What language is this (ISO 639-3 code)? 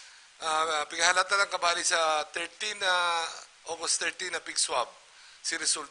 bik